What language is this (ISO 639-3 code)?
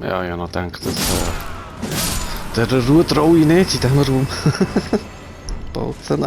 gsw